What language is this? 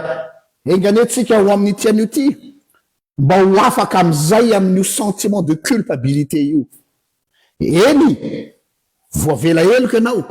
Malagasy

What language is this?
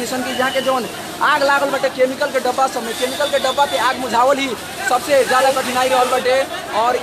Bhojpuri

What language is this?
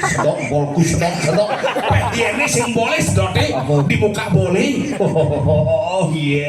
Balinese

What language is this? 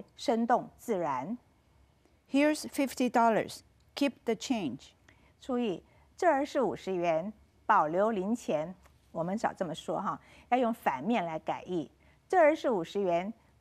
Chinese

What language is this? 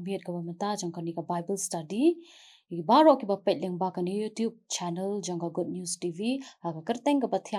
Khasi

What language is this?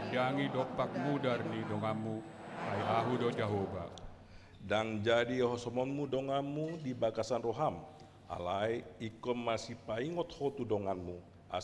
Batak Toba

